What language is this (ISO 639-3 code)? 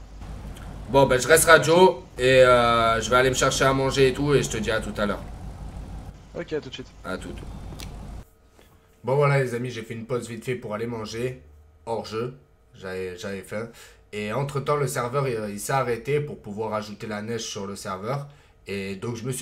fra